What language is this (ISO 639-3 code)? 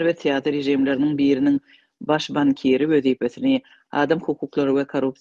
tuk